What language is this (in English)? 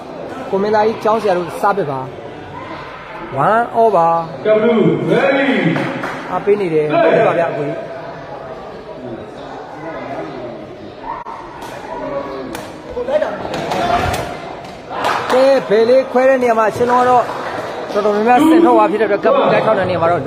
Burmese